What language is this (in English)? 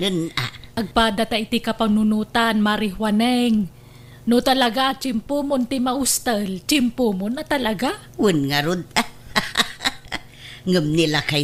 Iloko